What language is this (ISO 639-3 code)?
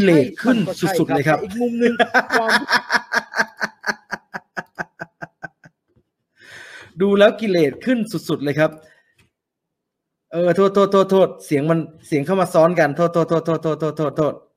tha